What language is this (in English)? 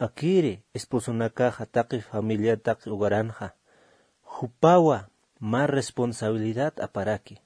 Aymara